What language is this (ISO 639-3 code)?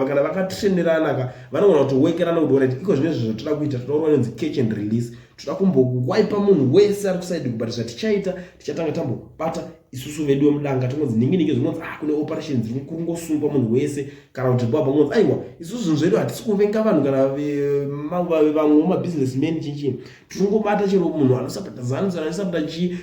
sna